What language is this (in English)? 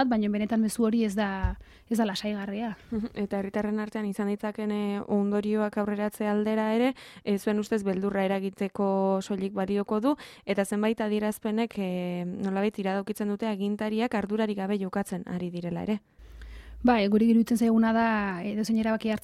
Basque